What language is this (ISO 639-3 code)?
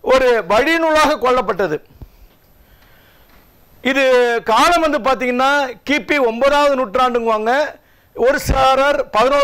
tam